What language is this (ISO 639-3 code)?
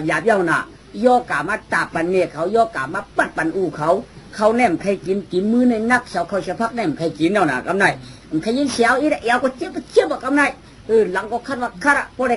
shn